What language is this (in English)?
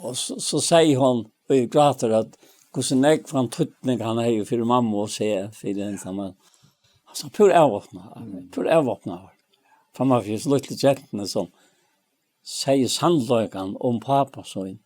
Faroese